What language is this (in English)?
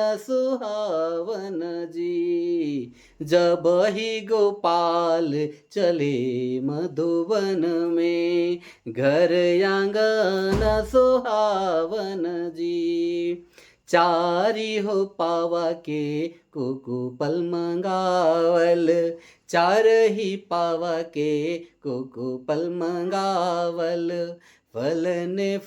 Sadri